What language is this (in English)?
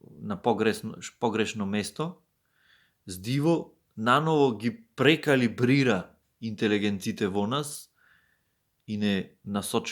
Macedonian